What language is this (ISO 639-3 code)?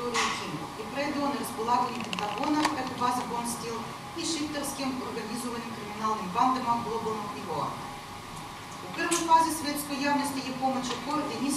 srp